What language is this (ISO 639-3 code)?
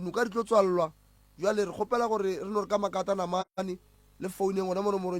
nso